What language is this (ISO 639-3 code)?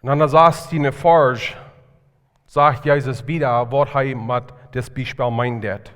pdt